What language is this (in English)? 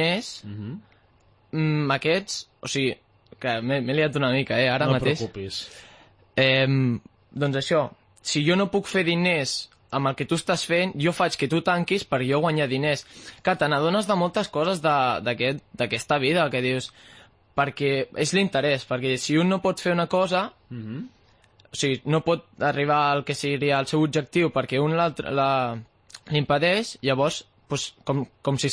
Catalan